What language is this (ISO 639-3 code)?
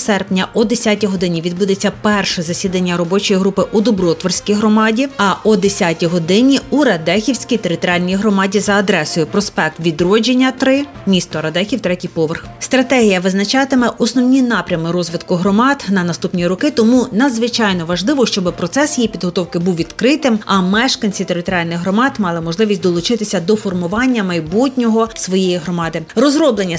ukr